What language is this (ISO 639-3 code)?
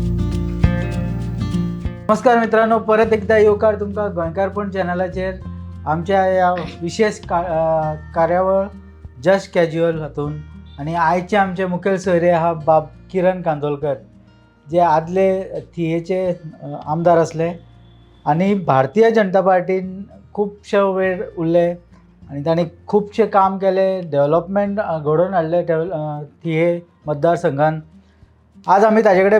kok